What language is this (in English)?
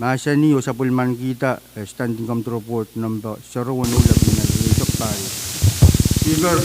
Pohnpeian